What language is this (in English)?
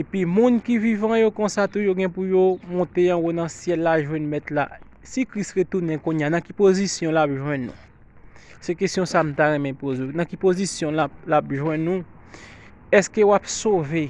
Haitian Creole